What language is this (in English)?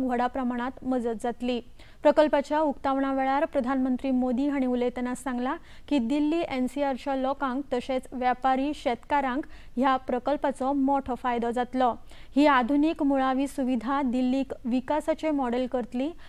Konkani